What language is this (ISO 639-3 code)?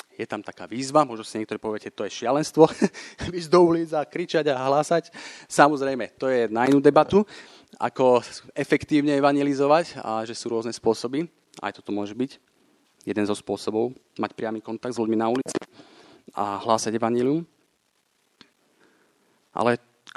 slk